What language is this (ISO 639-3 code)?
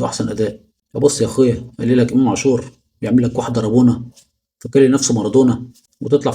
arz